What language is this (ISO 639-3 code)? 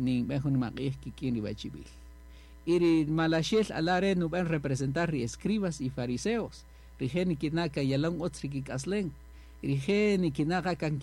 cak